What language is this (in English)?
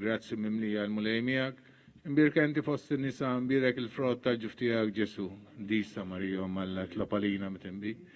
Maltese